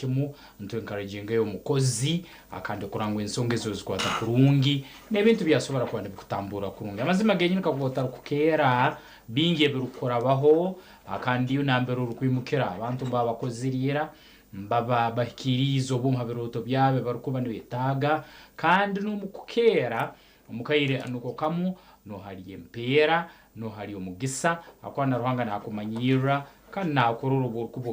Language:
Nyankole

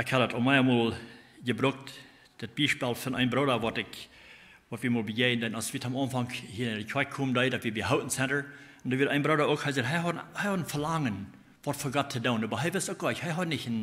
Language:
Plautdietsch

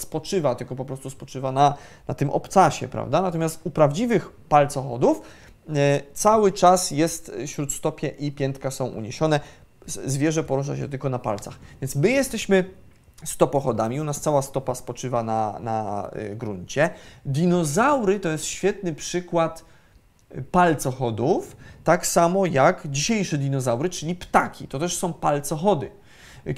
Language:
Polish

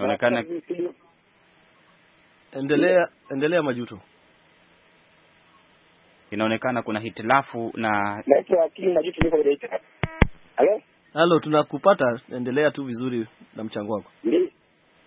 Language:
Swahili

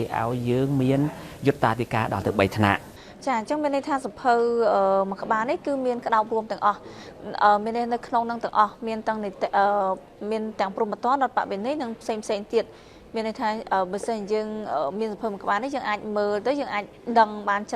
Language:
Khmer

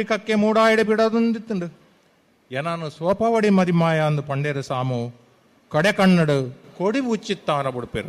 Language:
Tulu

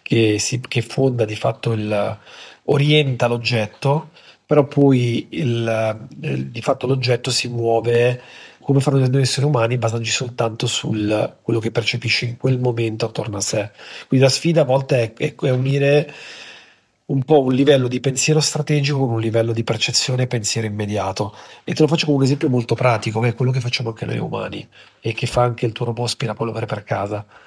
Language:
Italian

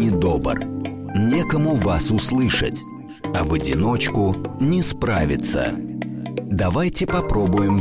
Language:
Russian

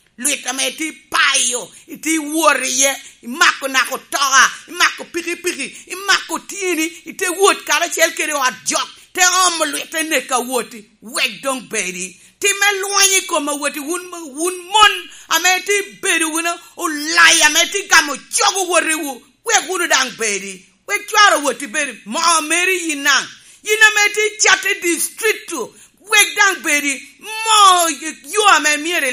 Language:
Lango (Uganda)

